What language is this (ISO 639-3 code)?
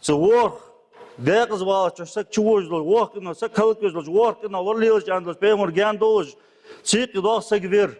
inh